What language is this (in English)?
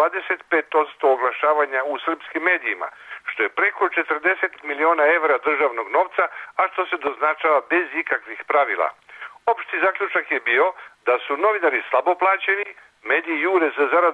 Serbian